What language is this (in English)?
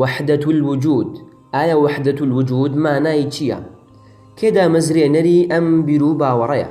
Central Kurdish